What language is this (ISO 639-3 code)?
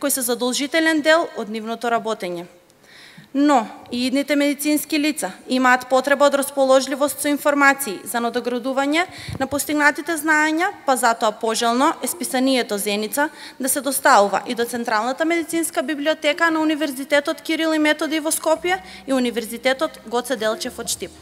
mkd